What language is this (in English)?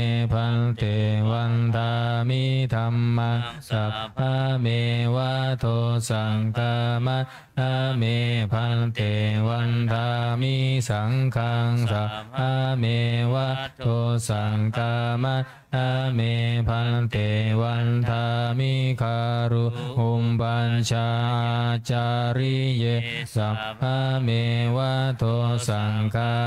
Pali